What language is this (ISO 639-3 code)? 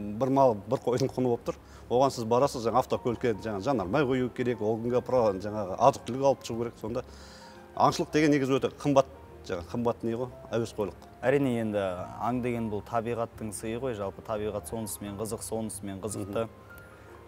kaz